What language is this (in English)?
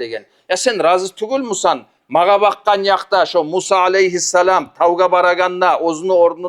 Kumyk